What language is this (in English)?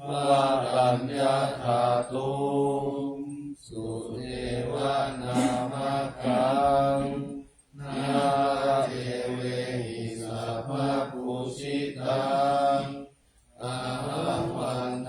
Pali